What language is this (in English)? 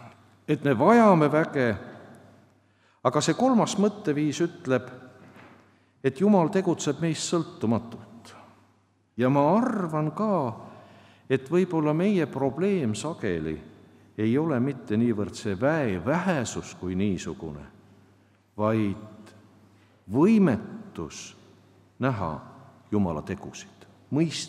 Estonian